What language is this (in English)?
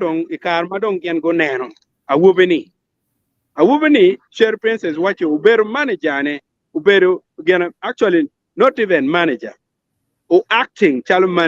Acoli